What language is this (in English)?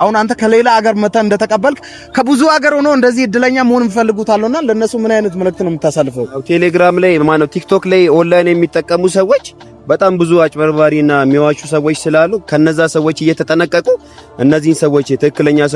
Amharic